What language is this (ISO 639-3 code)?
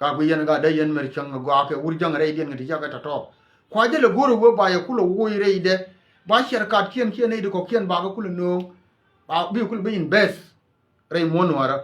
nus